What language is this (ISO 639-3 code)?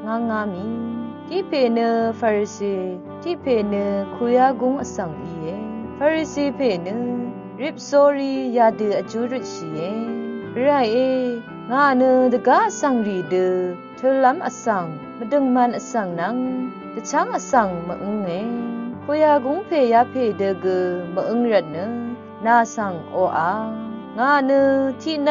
raw